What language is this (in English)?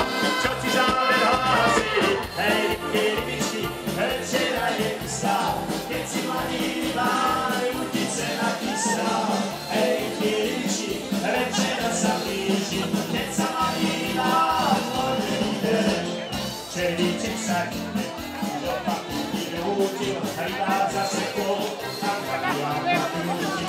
Slovak